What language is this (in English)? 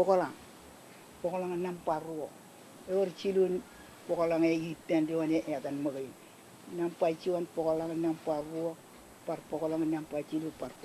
Marshallese